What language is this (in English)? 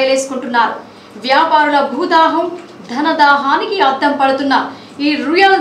Telugu